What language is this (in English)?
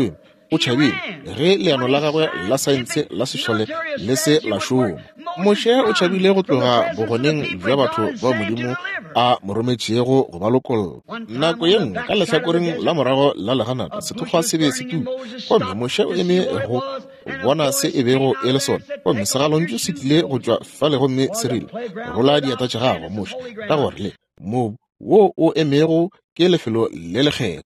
Northern Sotho